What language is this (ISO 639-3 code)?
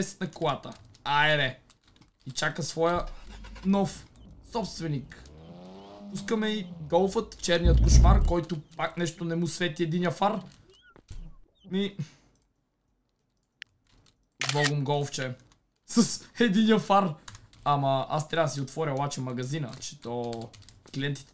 bul